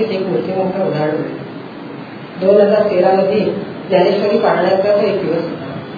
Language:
Marathi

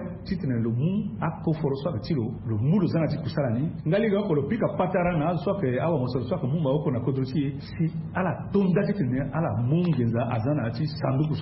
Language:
Sango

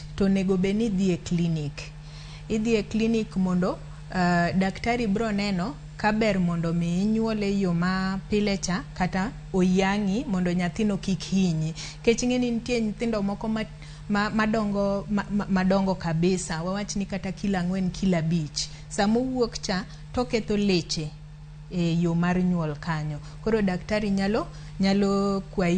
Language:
Luo (Kenya and Tanzania)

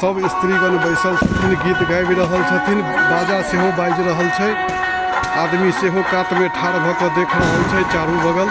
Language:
Maithili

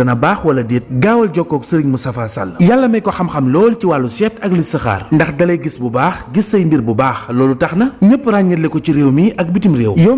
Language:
Wolof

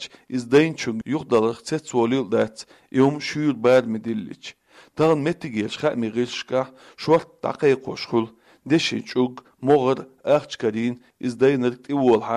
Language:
Chechen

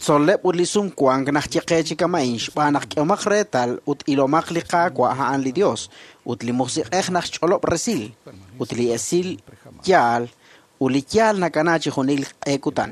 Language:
Kekchí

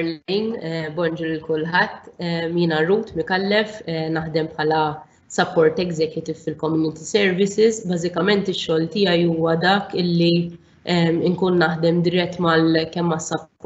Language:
Maltese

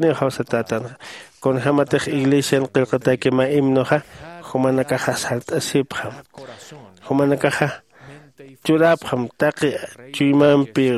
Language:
Aymara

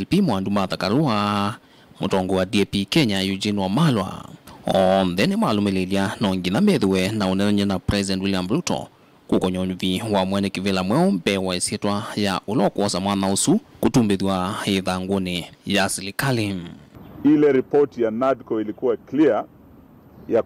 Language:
Kamba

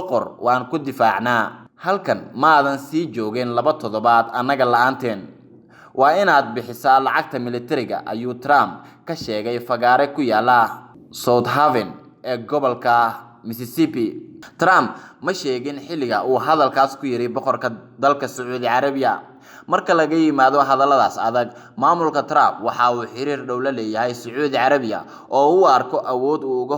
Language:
Somali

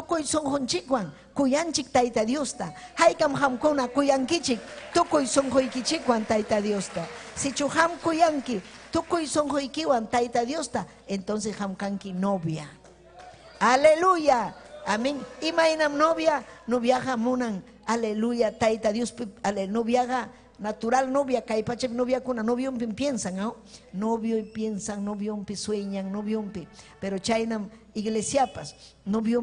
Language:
Ayacucho Quechua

